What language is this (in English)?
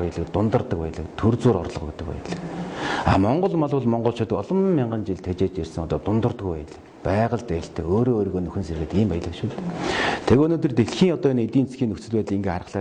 Mongolian